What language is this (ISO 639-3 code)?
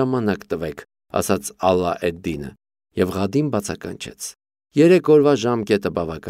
hye